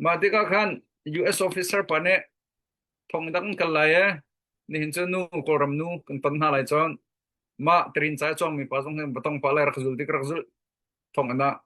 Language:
Hakha Chin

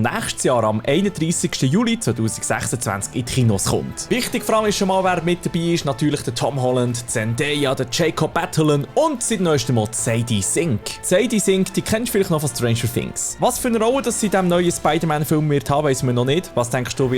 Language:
Swiss German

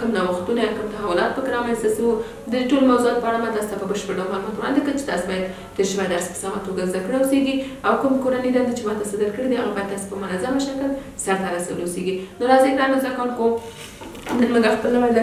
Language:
Pashto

